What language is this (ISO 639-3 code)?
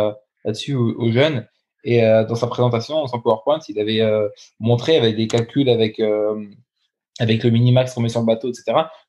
fra